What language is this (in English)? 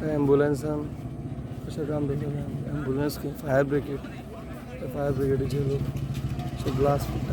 Konkani